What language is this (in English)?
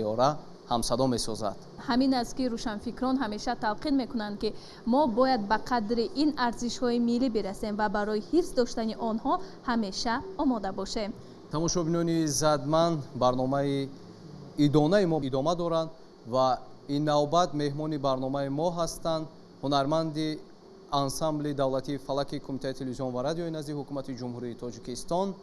Tajik